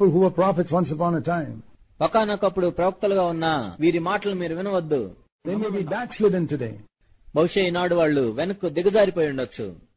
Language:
Telugu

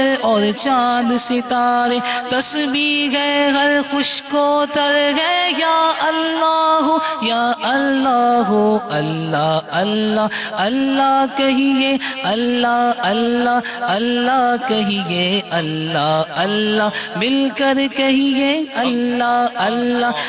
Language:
Urdu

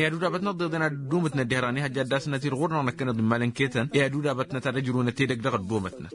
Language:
Tamasheq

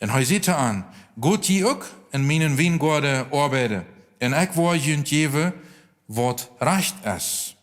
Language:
Plautdietsch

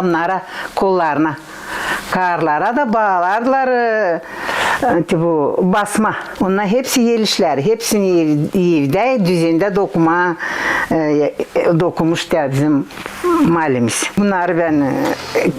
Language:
Gagauz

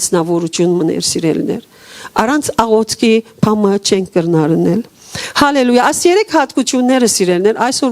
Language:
Western Armenian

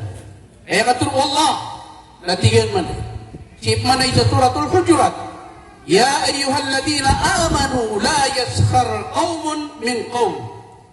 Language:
Maranao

